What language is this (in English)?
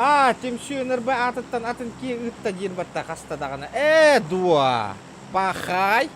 Yakut